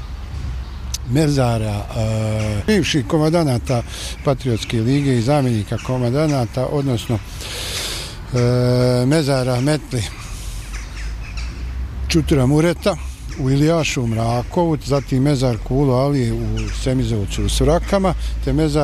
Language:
Bosnian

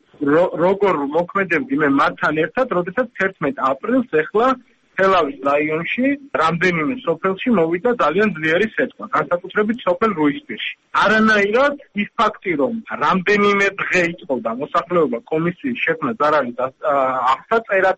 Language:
Georgian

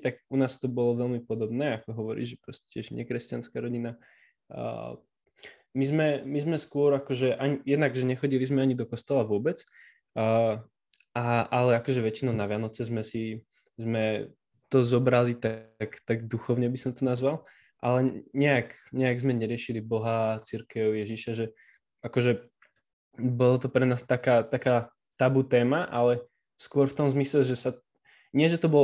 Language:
Slovak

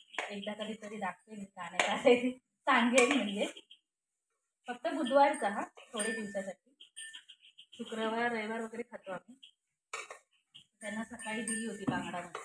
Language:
Marathi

